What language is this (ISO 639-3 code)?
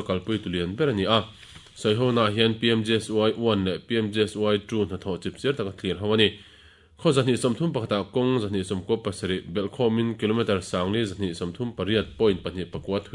lus